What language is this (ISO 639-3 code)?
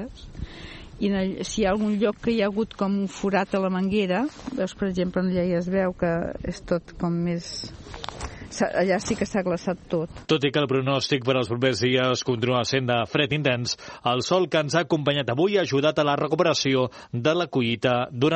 cat